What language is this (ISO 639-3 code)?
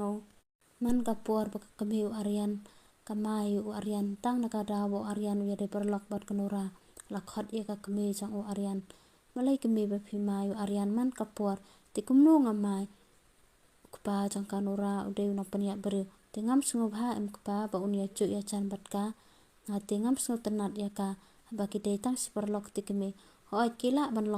kha